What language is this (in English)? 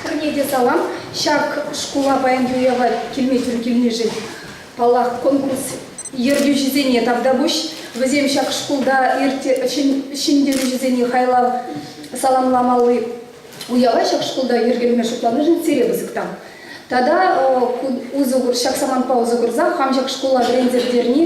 Chuvash